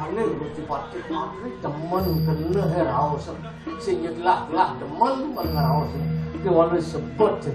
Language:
Balinese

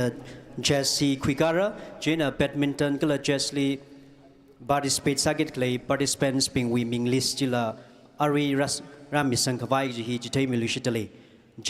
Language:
Tangkhul Naga (India)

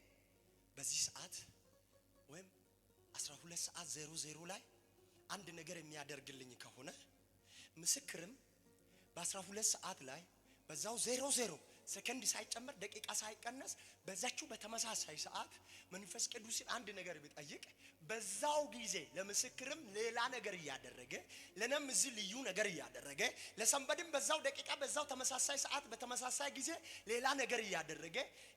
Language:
Amharic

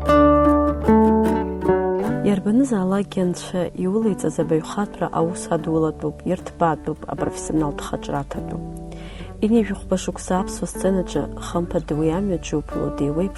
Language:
Abkhazian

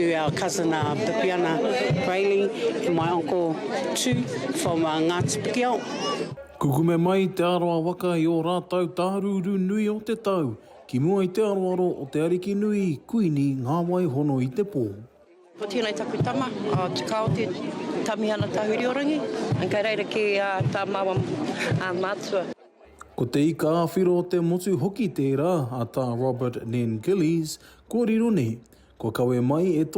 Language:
Māori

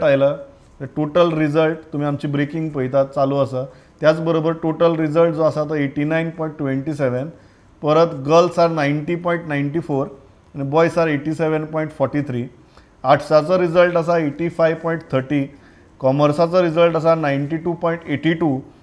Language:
Konkani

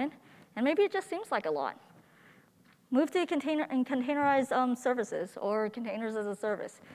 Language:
English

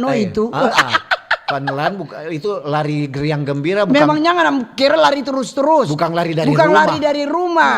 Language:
Manado Malay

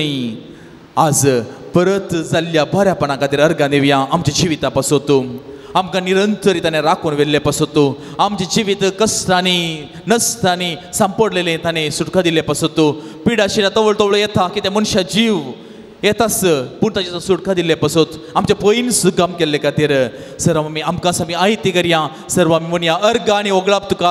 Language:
Konkani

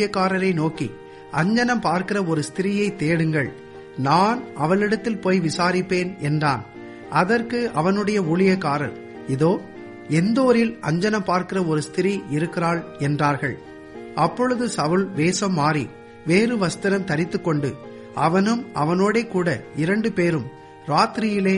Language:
Tamil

